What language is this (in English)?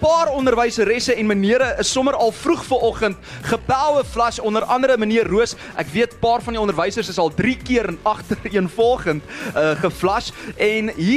Afrikaans